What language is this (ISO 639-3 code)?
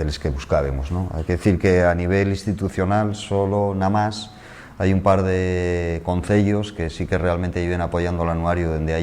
ast